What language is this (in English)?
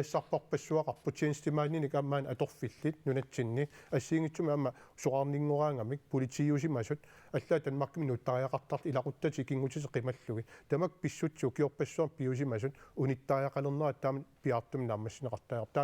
Kalaallisut